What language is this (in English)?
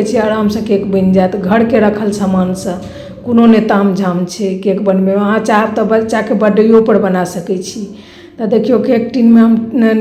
Maithili